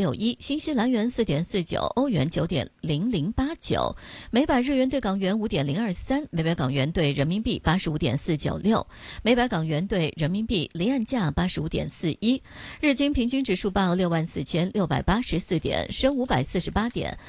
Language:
Chinese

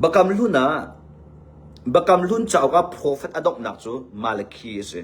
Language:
Hakha Chin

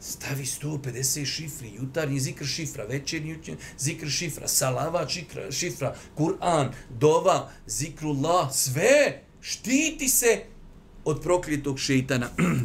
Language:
Bosnian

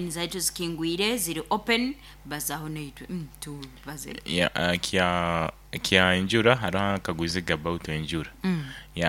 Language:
Nyoro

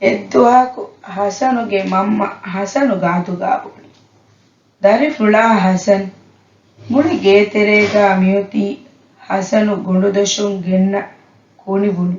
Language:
Divehi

